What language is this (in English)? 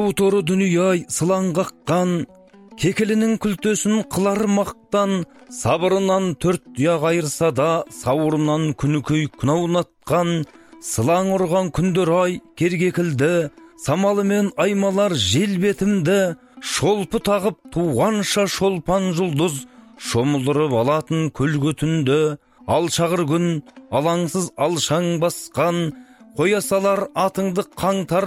Kazakh